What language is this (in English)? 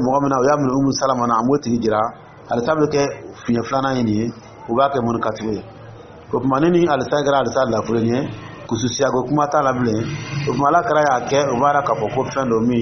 Dyula